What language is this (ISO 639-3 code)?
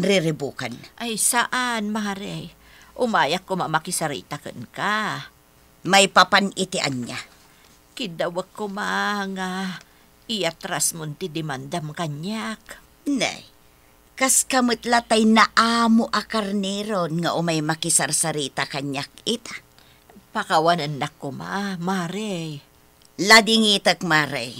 ilo